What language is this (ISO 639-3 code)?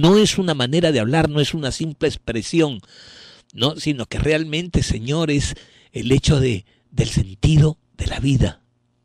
spa